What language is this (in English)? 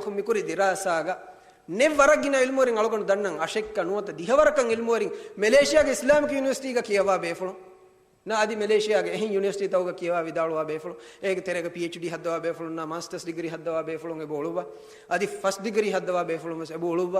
Divehi